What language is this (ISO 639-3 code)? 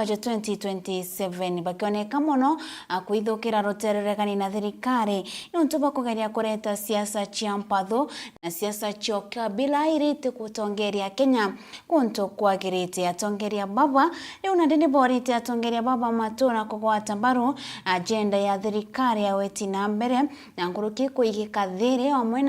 mer